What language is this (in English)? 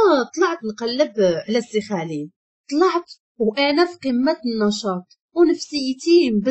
Moroccan Arabic